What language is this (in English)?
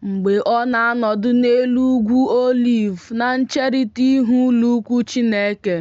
Igbo